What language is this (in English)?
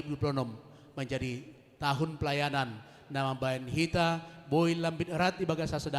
Batak Simalungun